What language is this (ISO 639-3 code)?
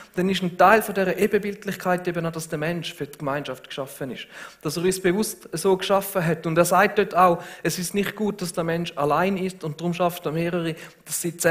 gsw